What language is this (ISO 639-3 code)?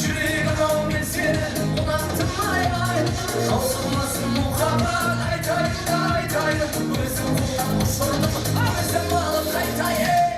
kaa